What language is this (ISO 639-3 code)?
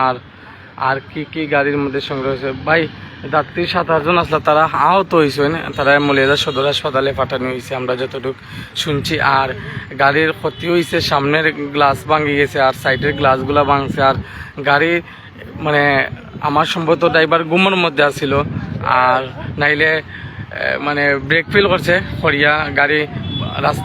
syl